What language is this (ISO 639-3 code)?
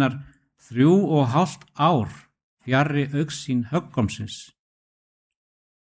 isl